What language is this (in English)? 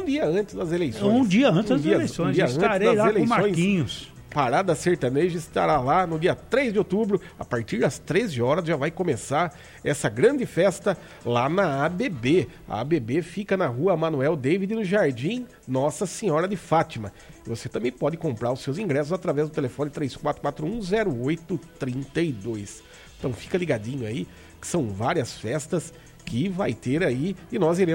Portuguese